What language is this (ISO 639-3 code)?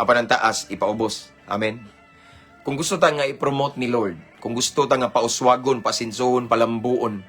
ceb